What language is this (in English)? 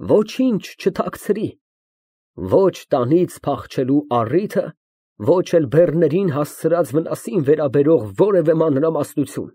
Armenian